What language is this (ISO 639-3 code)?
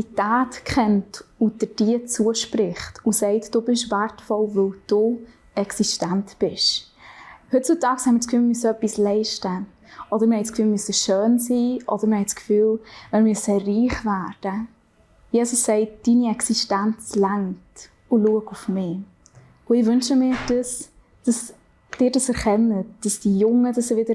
gsw